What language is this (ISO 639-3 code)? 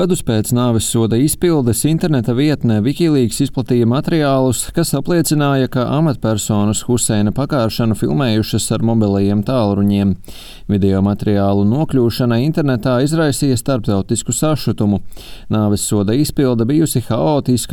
lav